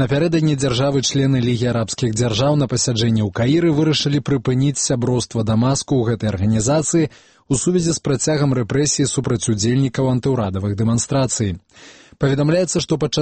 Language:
Belarusian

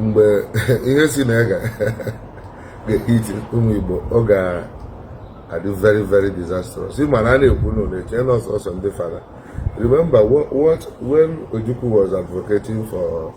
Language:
Igbo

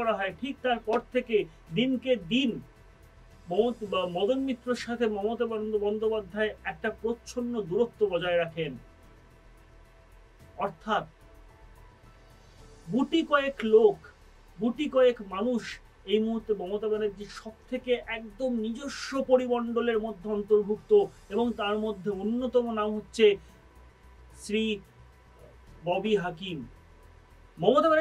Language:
Bangla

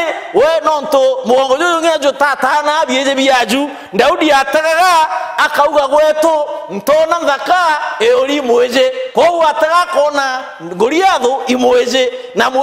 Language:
Meru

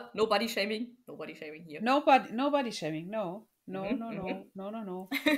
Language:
Low German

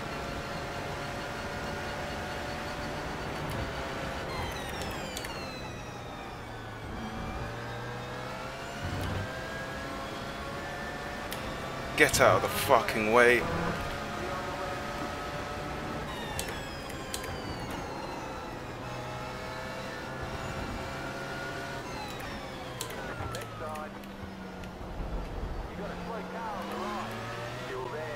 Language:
English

